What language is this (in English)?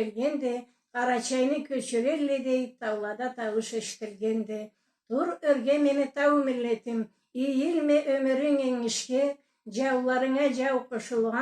Karachay-Balkar